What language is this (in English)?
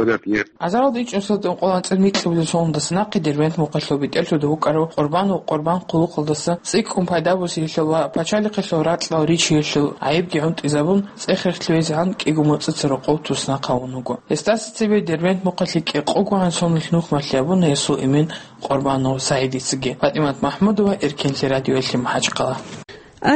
Avaric